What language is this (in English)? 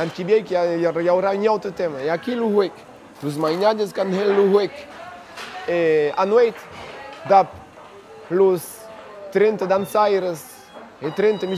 Occitan